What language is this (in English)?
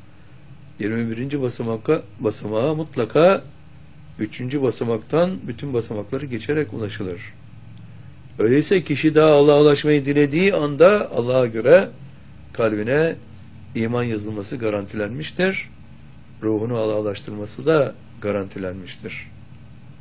Turkish